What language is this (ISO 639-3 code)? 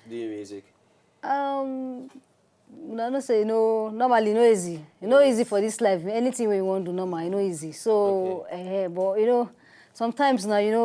pcm